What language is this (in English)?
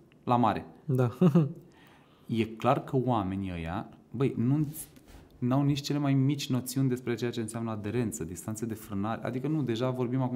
Romanian